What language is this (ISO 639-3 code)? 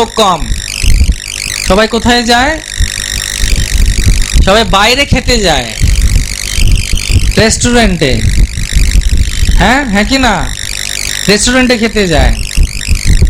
ben